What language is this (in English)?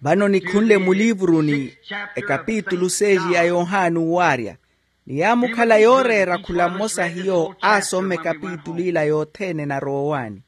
Makhuwa